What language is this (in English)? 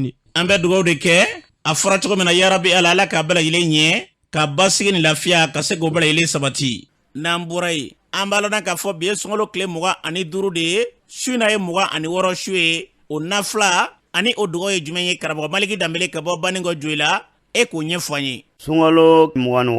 Bambara